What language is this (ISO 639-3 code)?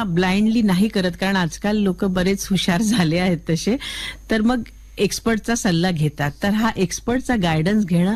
mar